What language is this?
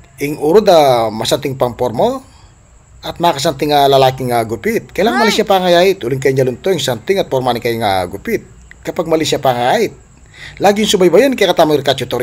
Pampanga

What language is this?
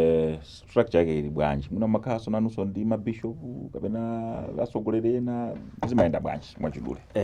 Nyanja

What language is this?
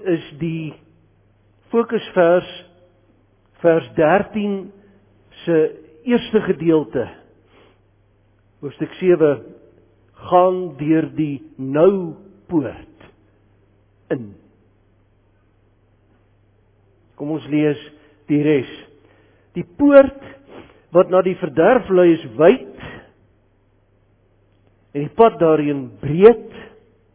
Afrikaans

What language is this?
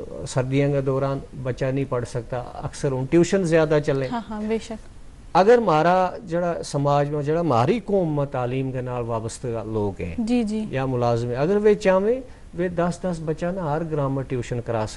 Gujari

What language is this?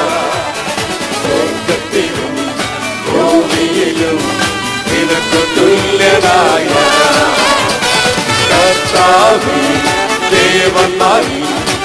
Malayalam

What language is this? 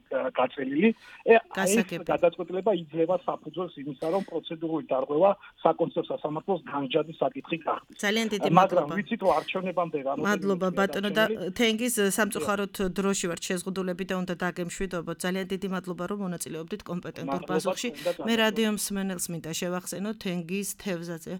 Georgian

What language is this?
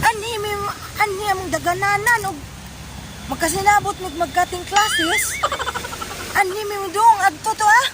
Cebuano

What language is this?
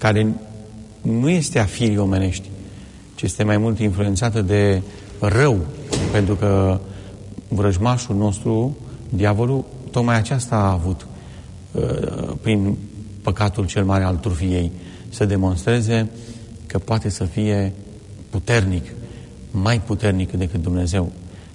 Romanian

